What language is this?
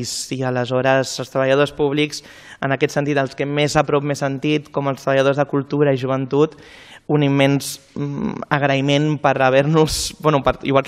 Catalan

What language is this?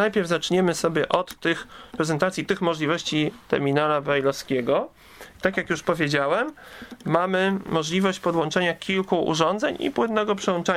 Polish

